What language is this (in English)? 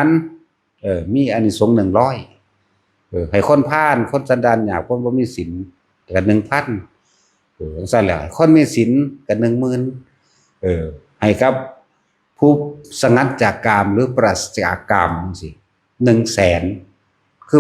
Northeastern Thai